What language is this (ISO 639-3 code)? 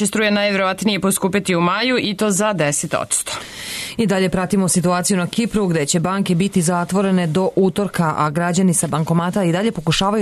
srp